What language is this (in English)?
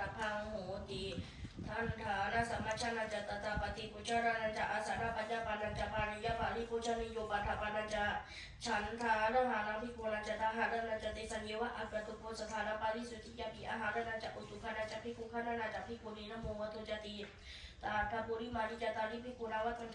Pali